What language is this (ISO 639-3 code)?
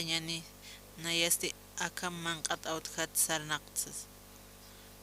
aym